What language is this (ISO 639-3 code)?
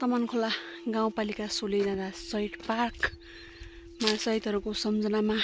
nep